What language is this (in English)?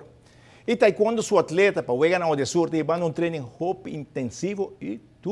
Papiamento